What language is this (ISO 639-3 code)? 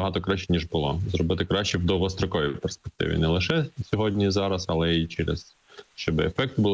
ukr